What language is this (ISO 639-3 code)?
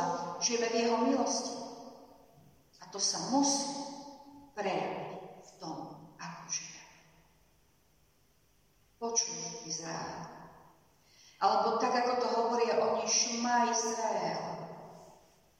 slk